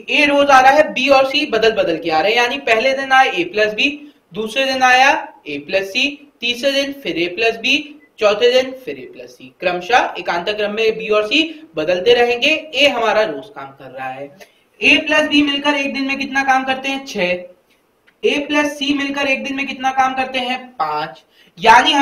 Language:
Hindi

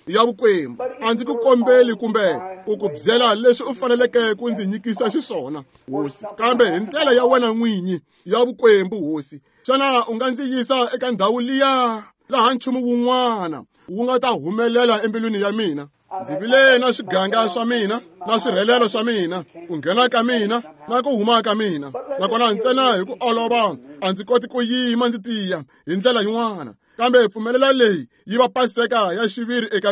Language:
Tsonga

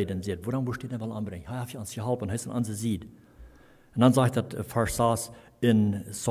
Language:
Plautdietsch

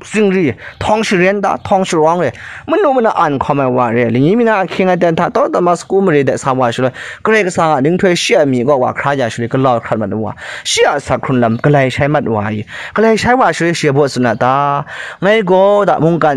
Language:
Kachin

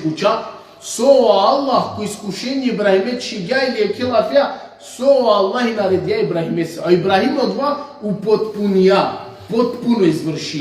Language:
Balkan Romani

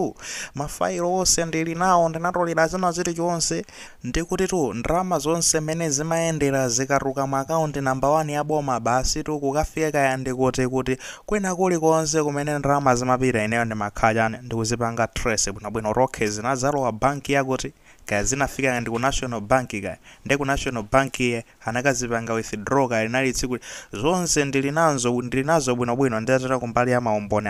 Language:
Nyanja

